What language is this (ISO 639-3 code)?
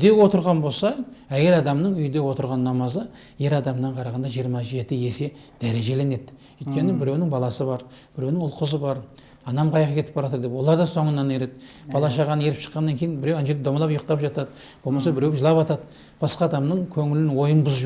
kaz